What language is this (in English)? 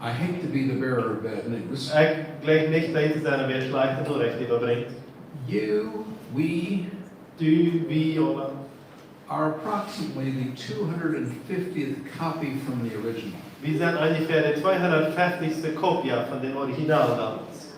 Plautdietsch